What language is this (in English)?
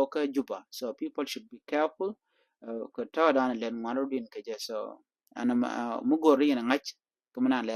Nuer